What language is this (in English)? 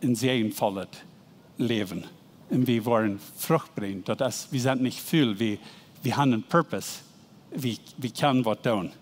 Plautdietsch